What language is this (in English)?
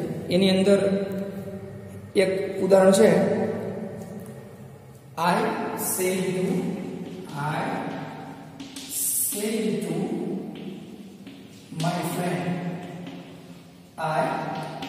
Gujarati